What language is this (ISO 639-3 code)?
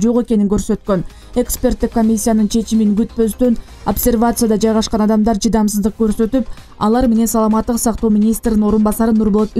kir